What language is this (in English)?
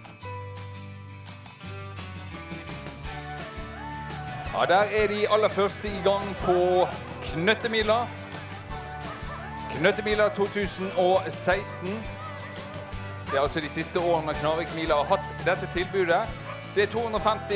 Norwegian